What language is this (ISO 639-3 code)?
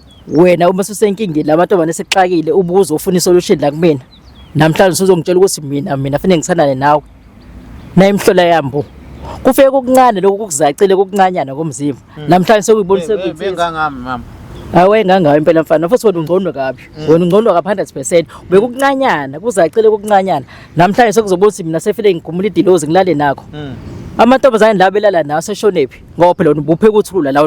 zul